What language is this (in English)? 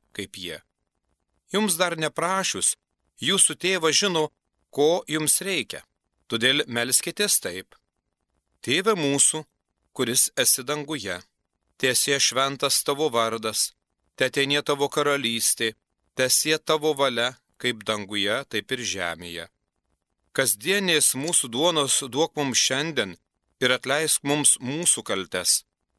Lithuanian